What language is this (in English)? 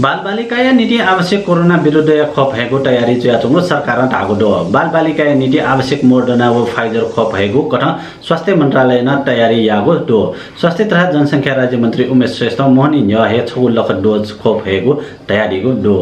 Newari